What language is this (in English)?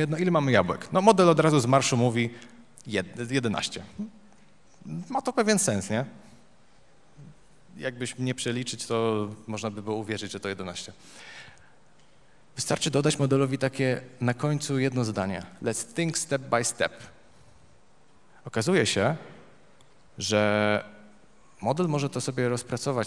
Polish